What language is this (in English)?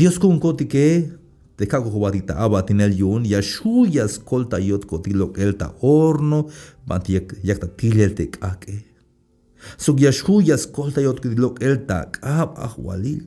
Tzeltal